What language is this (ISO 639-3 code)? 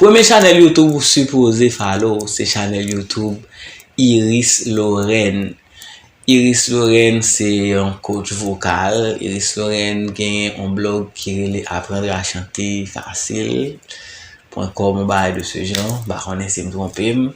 hat